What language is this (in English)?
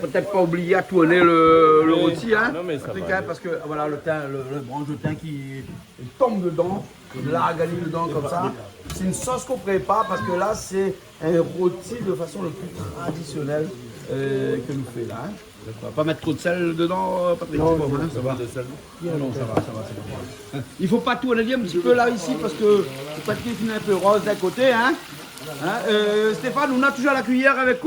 Réunion Creole French